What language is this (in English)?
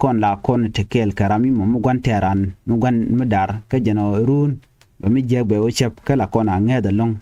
Nuer